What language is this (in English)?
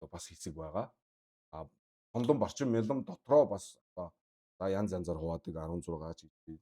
Mongolian